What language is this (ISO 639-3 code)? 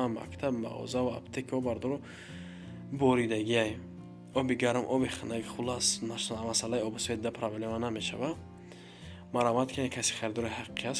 tgk